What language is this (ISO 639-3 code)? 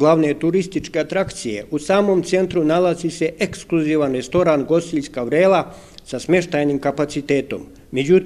srp